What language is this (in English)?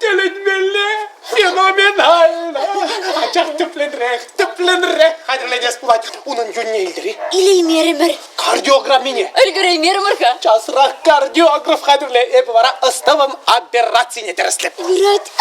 Chuvash